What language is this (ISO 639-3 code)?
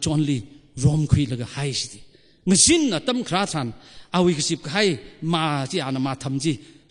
nmf